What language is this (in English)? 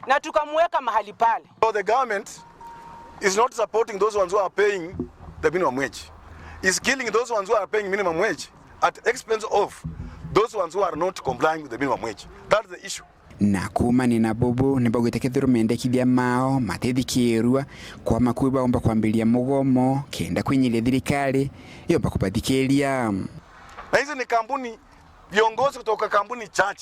Meru